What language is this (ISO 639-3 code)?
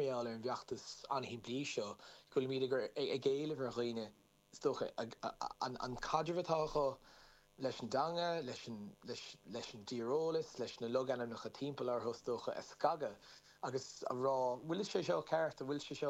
gle